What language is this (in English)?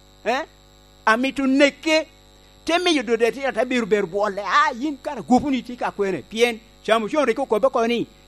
Lango (Uganda)